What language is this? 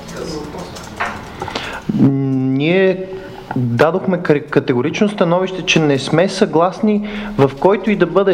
Bulgarian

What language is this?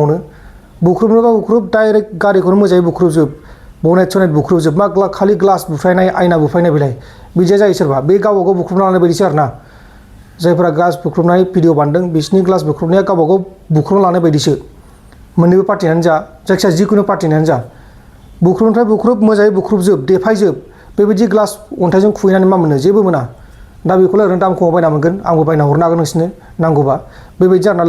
Bodo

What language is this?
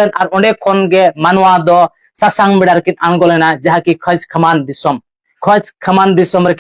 Santali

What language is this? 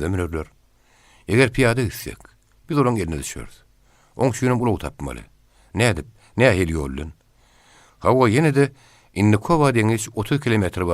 Turkmen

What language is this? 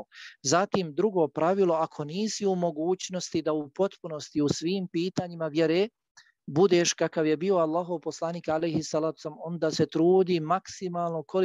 Bosnian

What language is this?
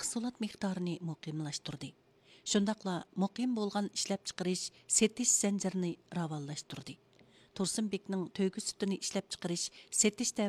Uyghur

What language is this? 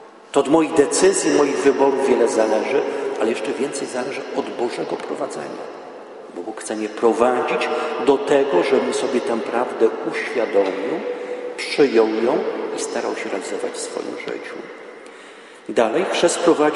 Polish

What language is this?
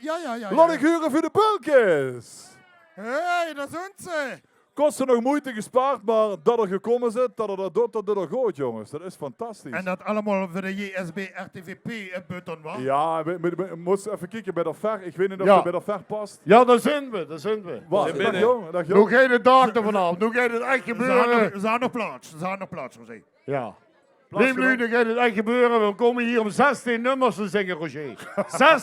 Limburgish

